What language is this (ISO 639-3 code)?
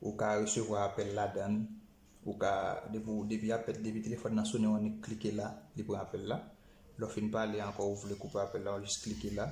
hat